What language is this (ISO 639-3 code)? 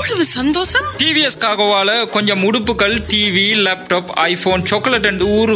tam